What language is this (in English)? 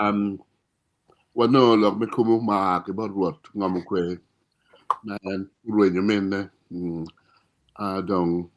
Acoli